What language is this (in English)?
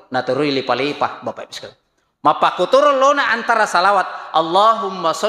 Buginese